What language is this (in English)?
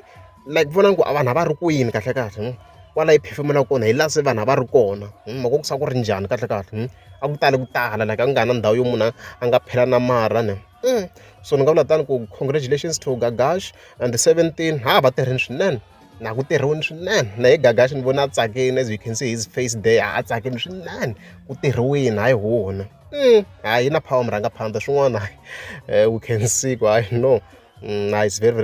Tsonga